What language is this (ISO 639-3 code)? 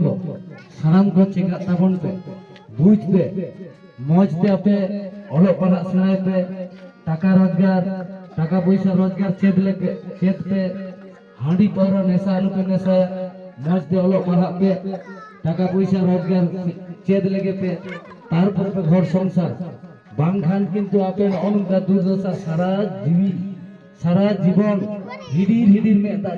sat